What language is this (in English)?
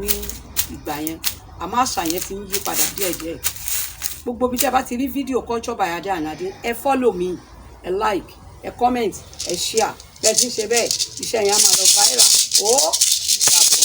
Yoruba